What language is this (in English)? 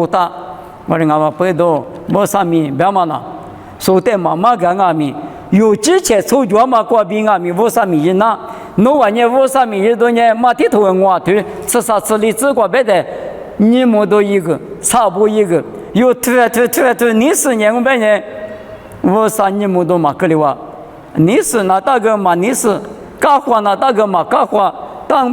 Lisu